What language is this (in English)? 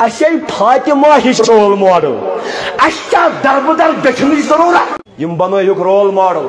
Kashmiri